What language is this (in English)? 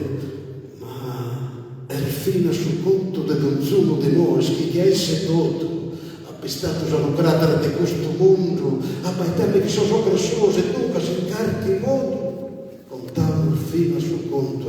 Sardinian